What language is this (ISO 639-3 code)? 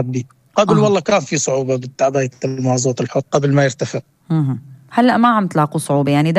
apc